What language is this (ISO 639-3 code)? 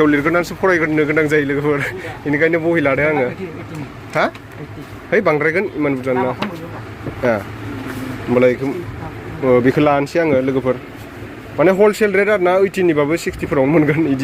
brx